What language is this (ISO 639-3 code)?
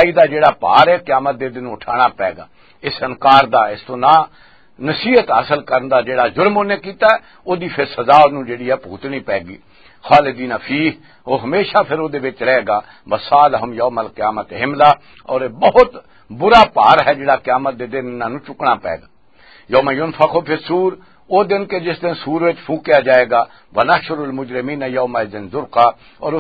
lah